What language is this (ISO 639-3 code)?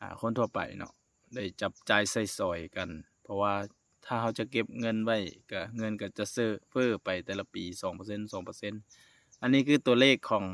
lao